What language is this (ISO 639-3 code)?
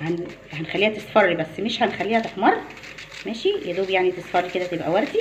arz